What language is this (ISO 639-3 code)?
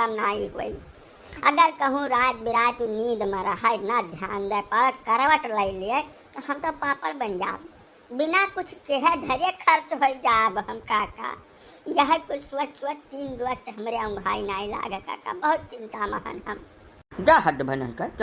awa